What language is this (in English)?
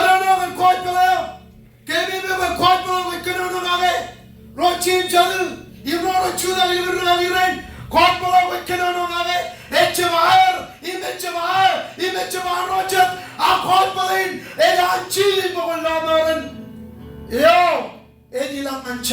Marshallese